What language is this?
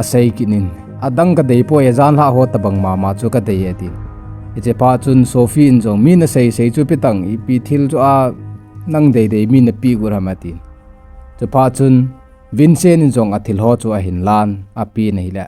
Thado Chin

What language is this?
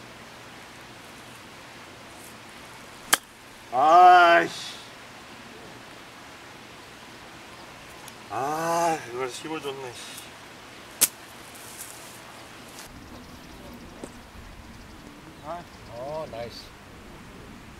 Korean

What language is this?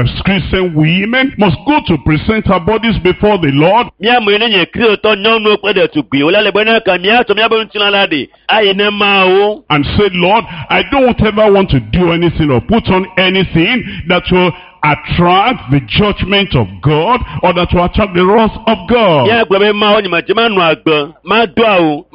Ewe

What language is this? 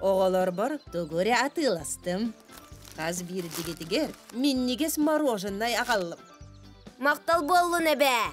Yakut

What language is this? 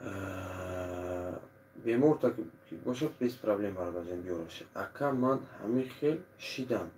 Tajik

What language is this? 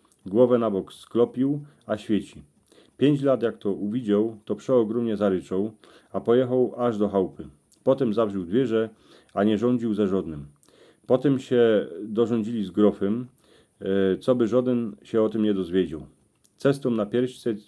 Silesian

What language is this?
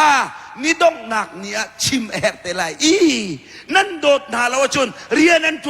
Hakha Chin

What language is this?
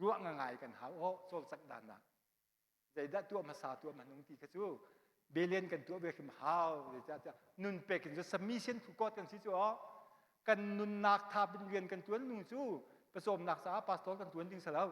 Hakha Chin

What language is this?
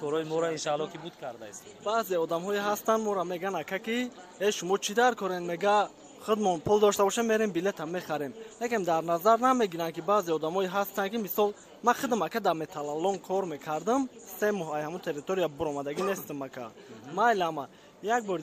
Tajik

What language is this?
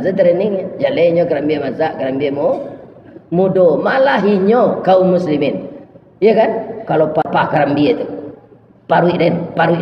Minangkabau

